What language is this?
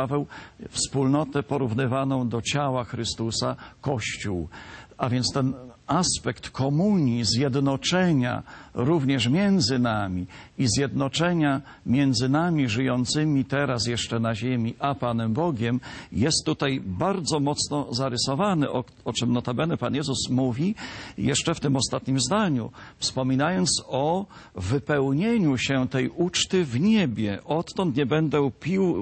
Polish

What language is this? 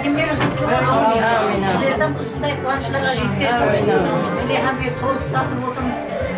Kara-Kalpak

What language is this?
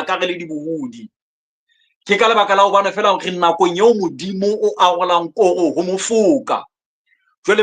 Southern Sotho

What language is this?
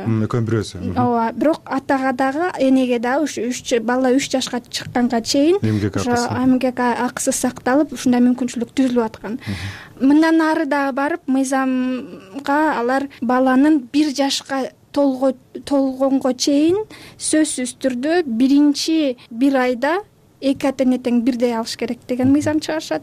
Kyrgyz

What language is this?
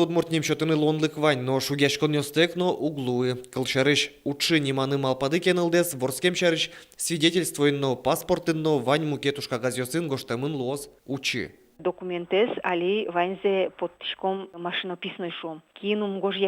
Udmurt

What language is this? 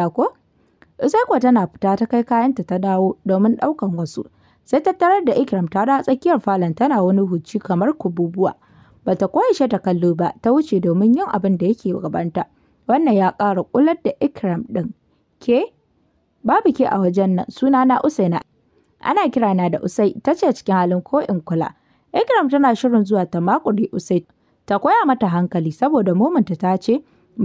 Hausa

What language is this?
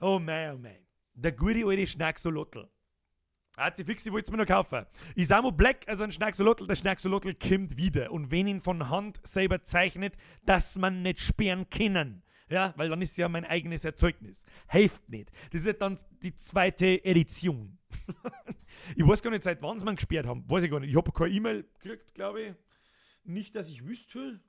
Bavarian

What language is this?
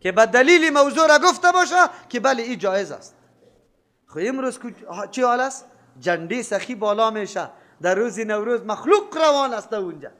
Persian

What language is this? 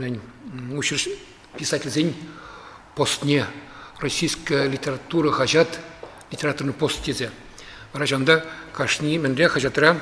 Chuvash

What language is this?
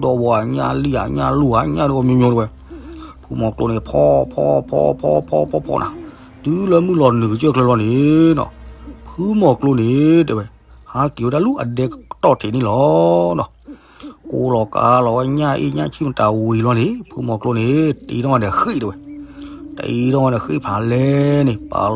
S'gaw Karen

